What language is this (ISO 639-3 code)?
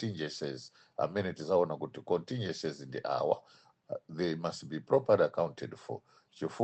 nya